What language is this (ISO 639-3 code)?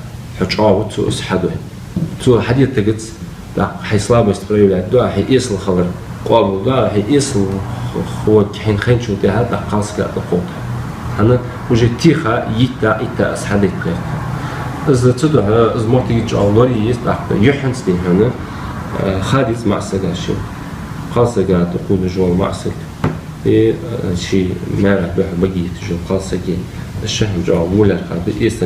inh